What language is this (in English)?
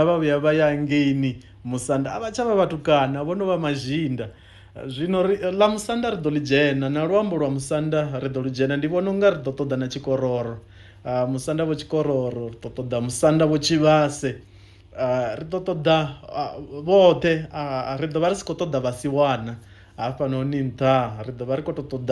Venda